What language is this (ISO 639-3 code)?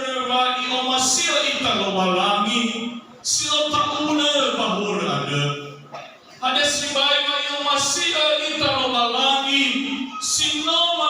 nia